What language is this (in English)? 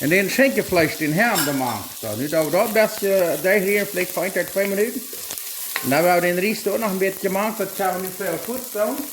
Plautdietsch